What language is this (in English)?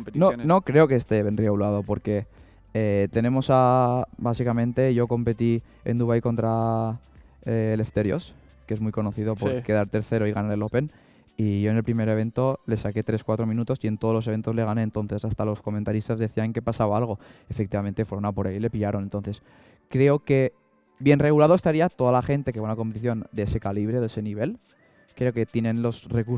Spanish